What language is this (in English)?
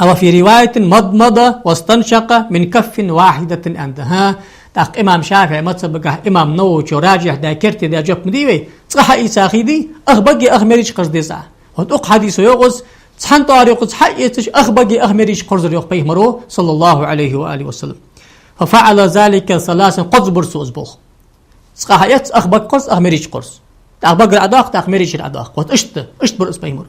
Ingush